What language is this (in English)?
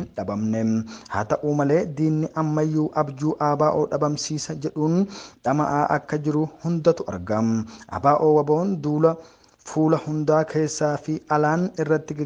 Oromo